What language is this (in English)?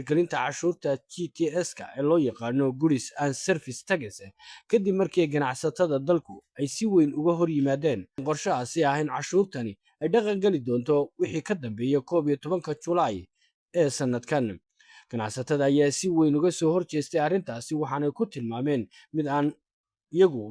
Somali